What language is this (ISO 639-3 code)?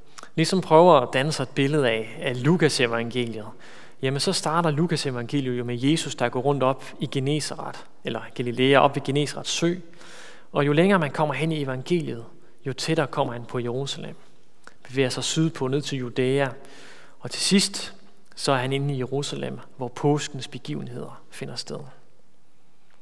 dan